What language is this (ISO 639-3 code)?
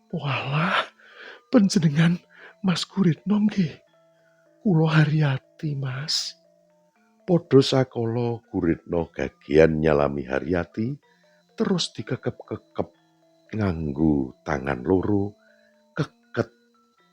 jav